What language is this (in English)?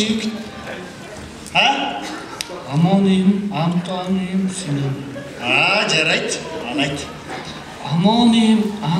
Kazakh